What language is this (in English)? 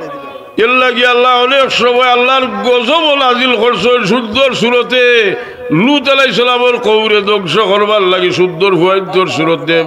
Sylheti